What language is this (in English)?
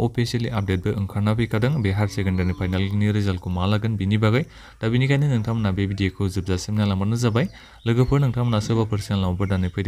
Bodo